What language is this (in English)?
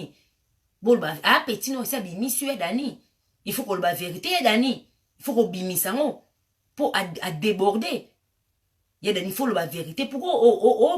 Lingala